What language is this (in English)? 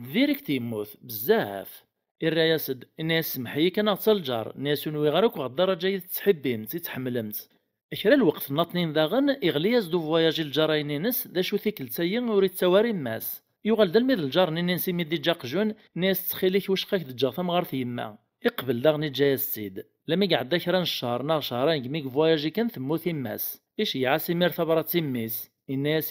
Kabyle